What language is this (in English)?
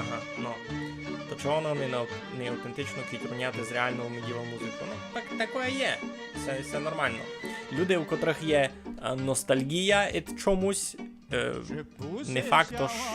Rusyn